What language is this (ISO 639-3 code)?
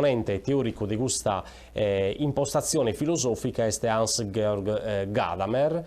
srd